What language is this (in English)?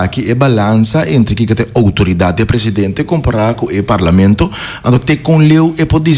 Papiamento